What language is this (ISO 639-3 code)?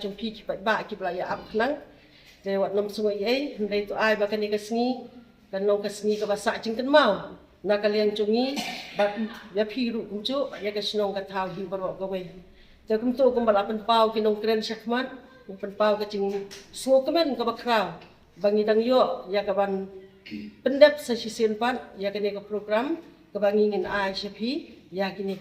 kha